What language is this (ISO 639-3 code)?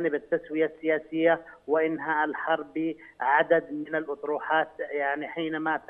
ara